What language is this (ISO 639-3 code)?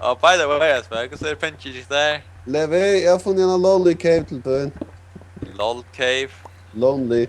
fao